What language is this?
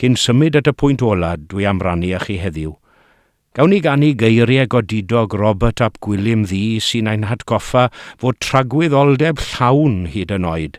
Welsh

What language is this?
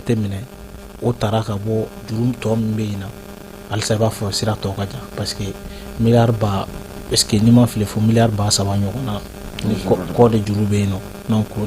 Bambara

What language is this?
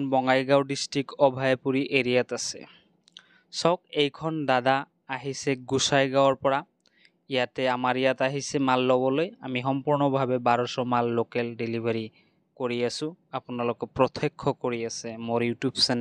Assamese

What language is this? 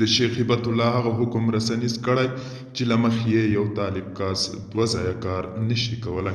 Pashto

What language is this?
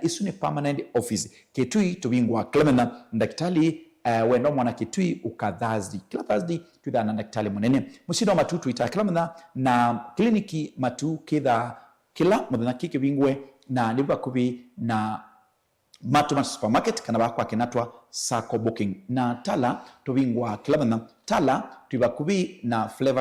Kamba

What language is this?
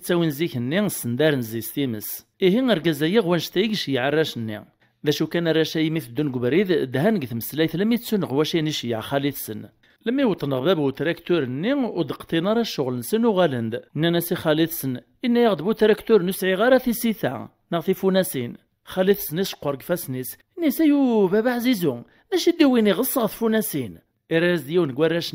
Kabyle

